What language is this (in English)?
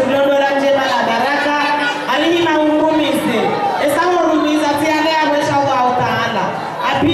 Swahili